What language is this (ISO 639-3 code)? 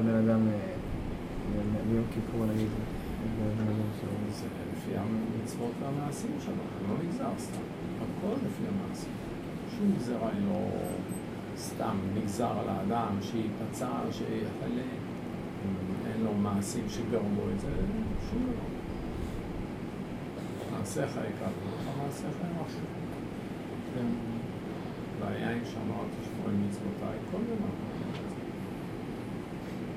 heb